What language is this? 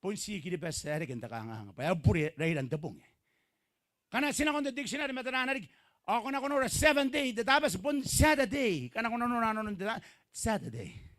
Gilbertese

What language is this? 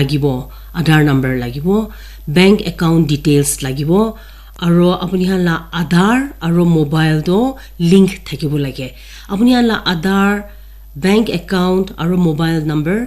Naga Pidgin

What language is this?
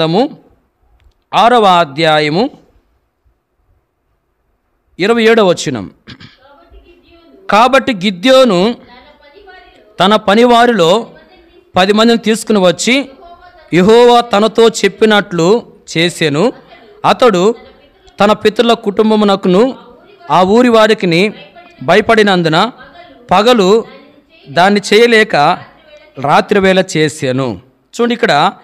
Telugu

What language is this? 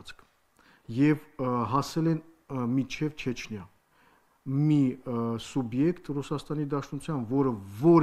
Armenian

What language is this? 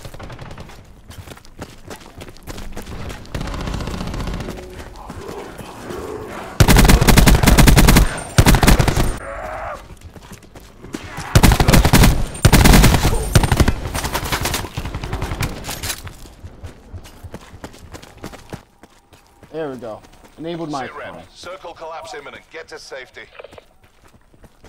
English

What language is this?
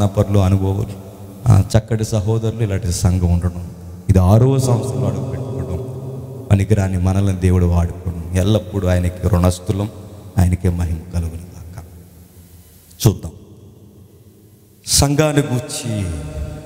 Telugu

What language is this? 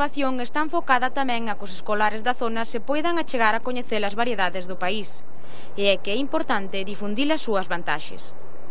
Galician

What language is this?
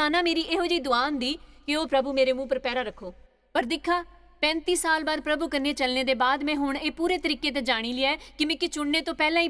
Dogri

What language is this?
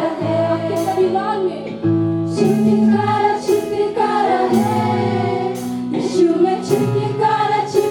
Hindi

